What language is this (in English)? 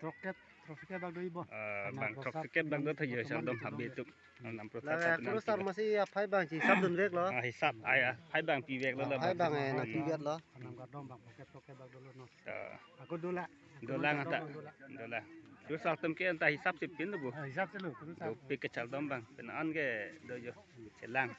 Karbi